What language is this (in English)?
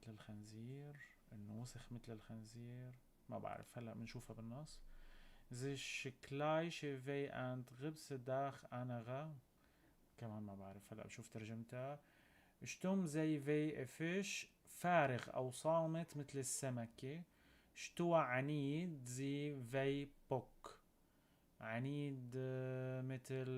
North Levantine Arabic